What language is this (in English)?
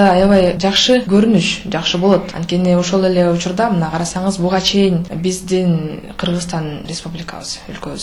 Kyrgyz